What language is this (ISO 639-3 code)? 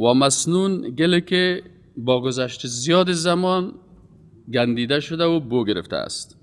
fas